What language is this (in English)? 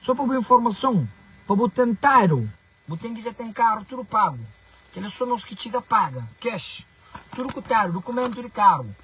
Kabuverdianu